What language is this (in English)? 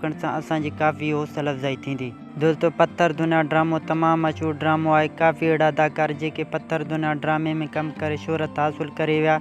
Sindhi